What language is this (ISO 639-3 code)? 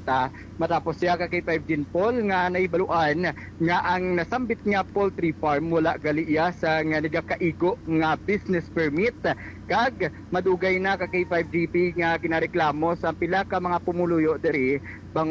hil